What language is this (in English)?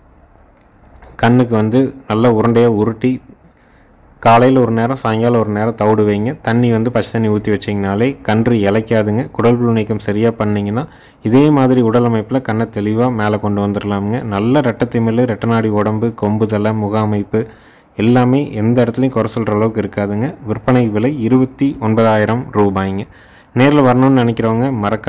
Tamil